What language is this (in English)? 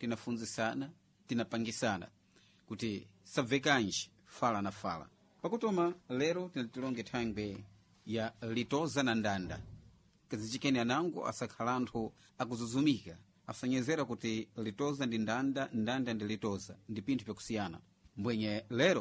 Sena